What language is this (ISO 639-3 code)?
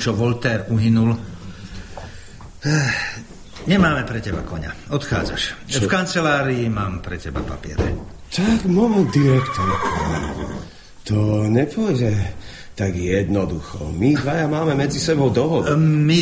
slk